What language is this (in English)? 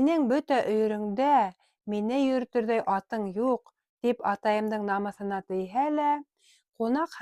Bashkir